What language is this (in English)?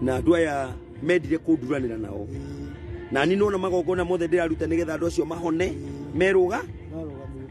Kikuyu